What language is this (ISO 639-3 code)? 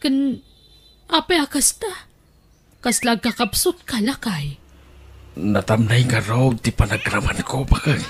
ilo